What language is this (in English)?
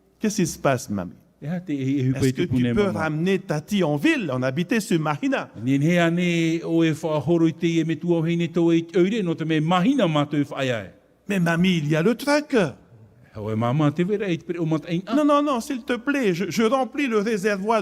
Tahitian